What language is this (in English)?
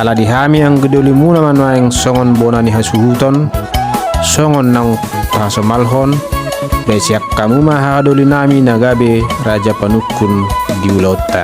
Batak Toba